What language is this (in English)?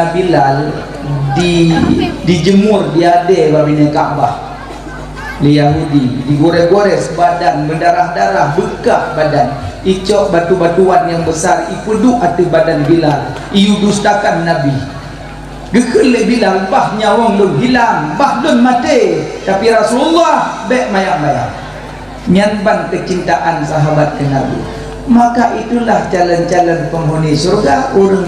Achinese